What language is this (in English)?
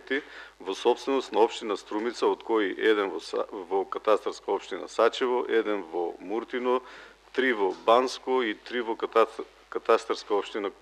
Macedonian